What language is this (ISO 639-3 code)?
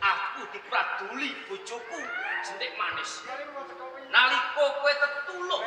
jav